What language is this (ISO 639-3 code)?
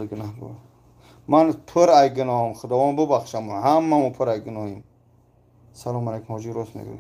tgk